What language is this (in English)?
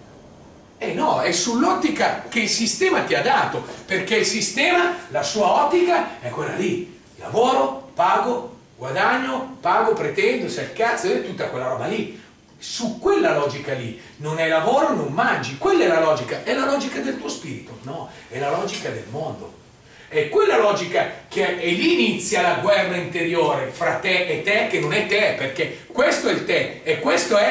Italian